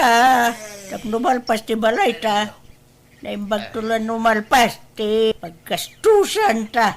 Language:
Iloko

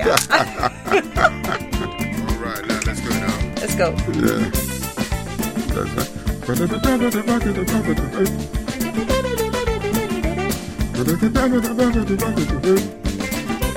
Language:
English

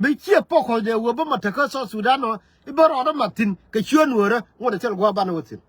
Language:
Nuer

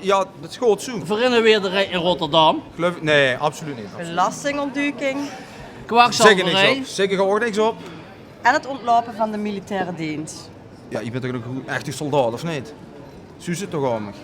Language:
Limburgish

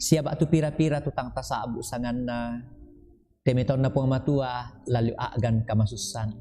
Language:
Toraja-Sa'dan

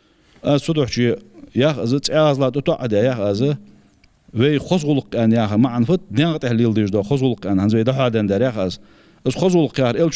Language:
Ingush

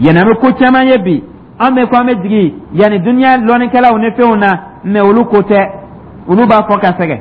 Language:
Dyula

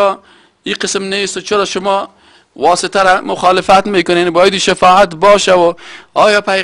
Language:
Persian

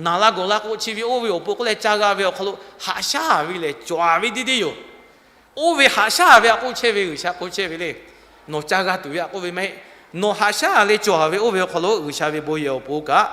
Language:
Lahu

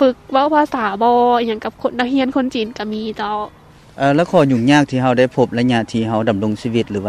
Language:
Lao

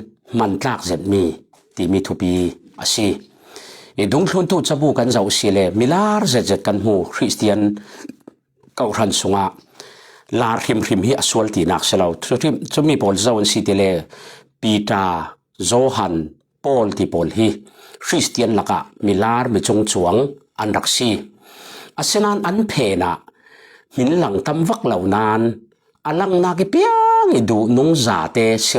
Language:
Falam Chin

